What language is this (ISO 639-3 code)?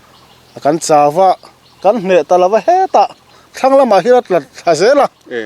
lus